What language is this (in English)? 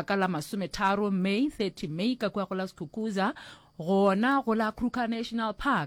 Northern Sotho